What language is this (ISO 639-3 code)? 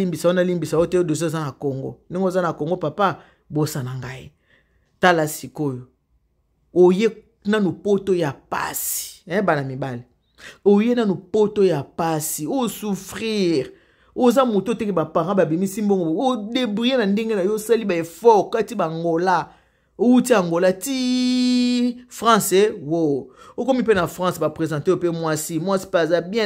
lin